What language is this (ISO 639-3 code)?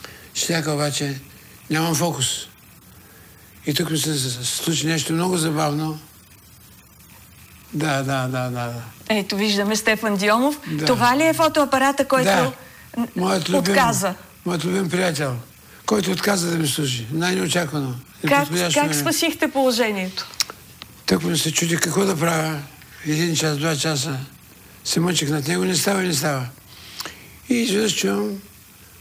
bul